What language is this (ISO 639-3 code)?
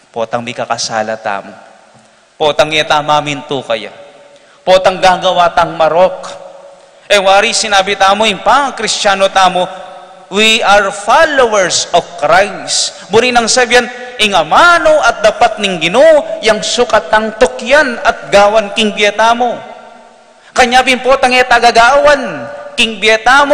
pam